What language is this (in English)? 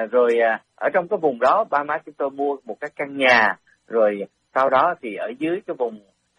Vietnamese